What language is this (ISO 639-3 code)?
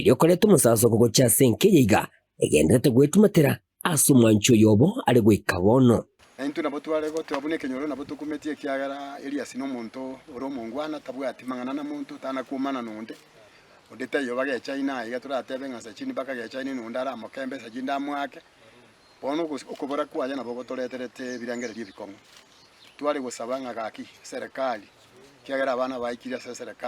guz